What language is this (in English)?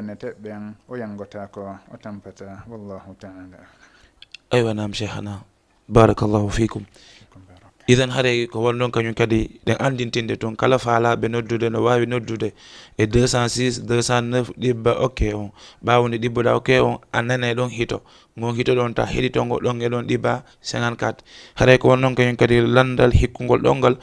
Fula